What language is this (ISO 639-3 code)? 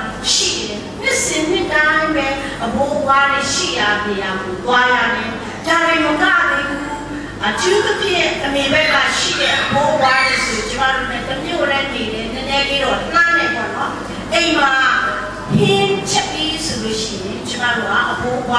mya